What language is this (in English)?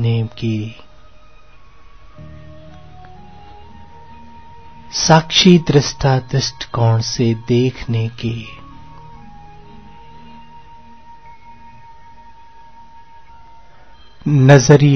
Hindi